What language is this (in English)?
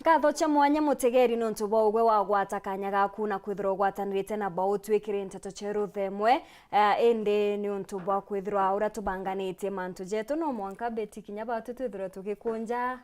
Meru